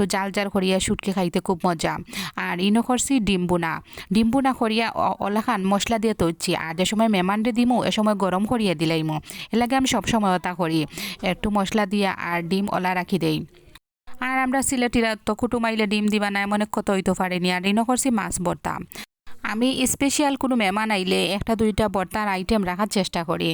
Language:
Sylheti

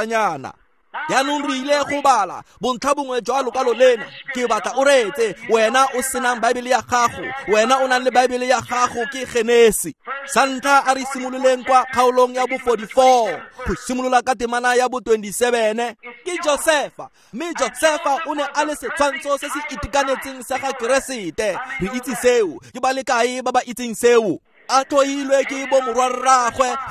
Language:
Tswana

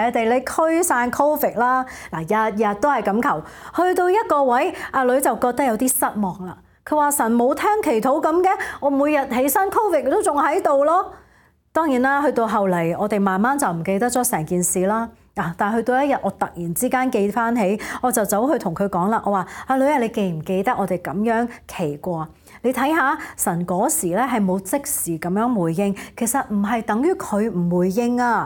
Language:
Cantonese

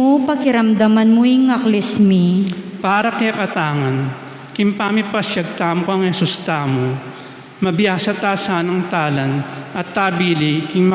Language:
Pampanga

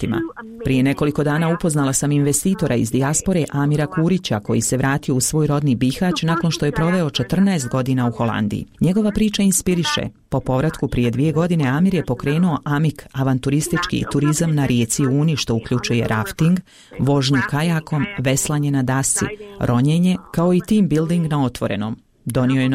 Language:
Bosnian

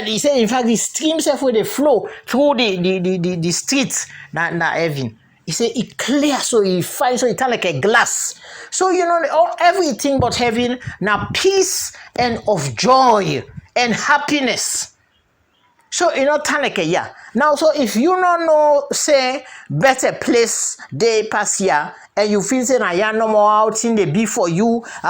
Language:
Krio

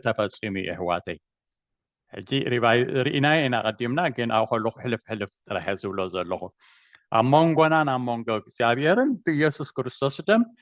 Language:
Tigrinya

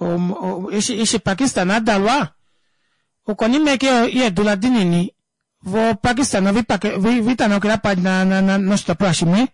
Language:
Kuanyama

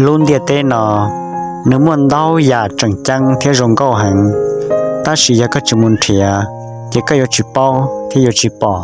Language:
Hmong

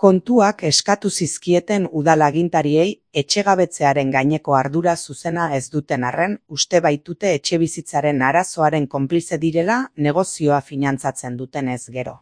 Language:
Basque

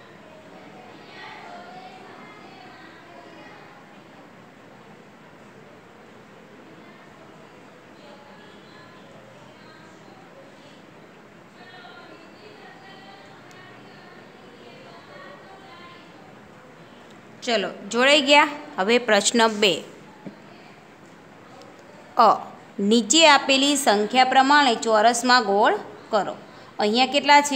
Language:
Gujarati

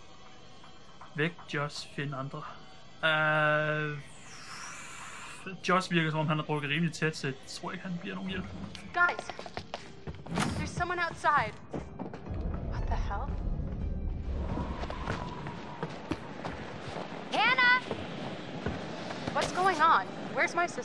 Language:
Danish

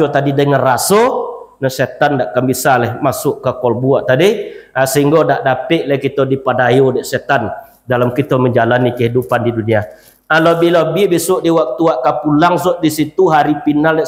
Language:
Minangkabau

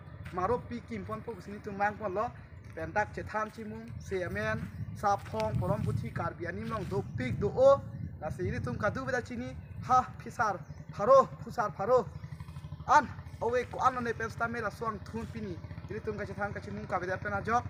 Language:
Karbi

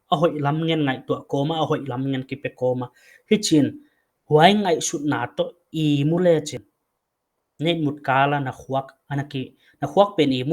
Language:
Paite Chin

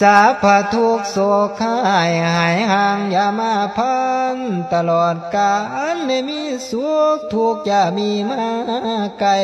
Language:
Lao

